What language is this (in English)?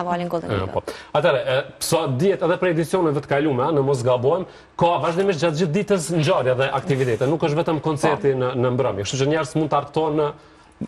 Albanian